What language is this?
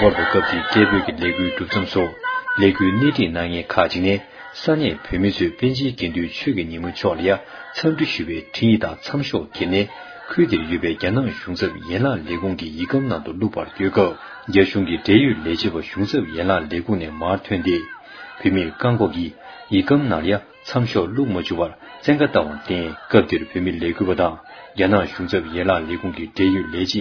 Tibetan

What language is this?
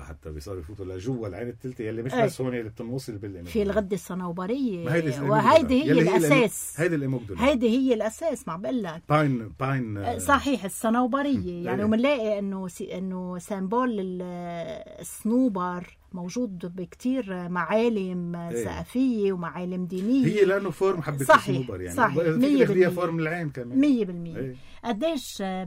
North Levantine Arabic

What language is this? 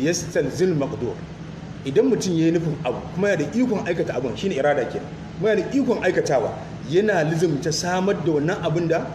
Hausa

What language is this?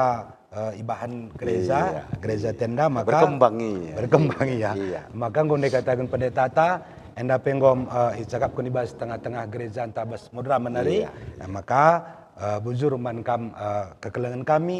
Batak Karo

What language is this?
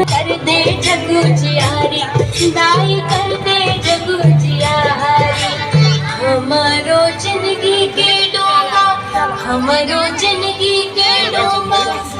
Chhattisgarhi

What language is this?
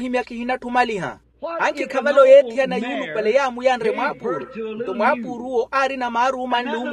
Makhuwa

